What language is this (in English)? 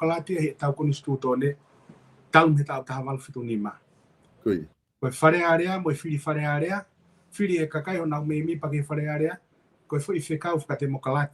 Tongan